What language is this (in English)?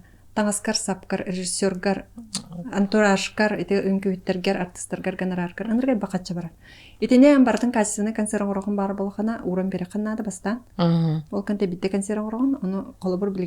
Yakut